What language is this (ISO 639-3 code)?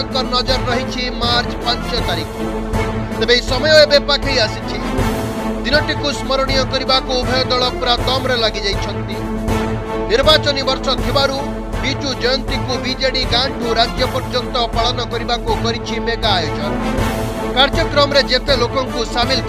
ori